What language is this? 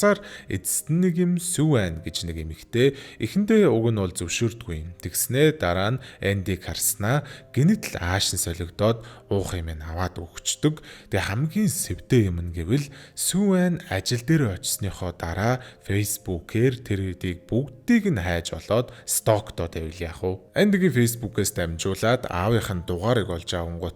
Mongolian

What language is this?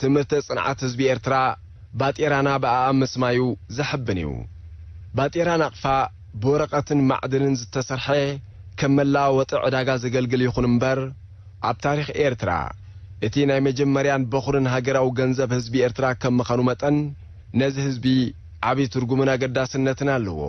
Tigrinya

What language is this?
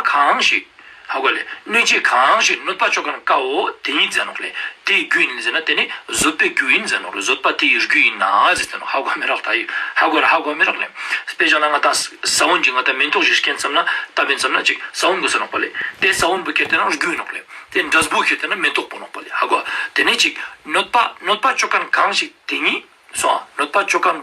Ladakhi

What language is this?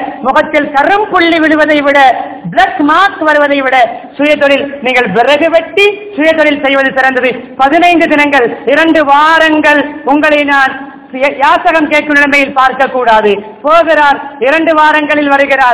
Tamil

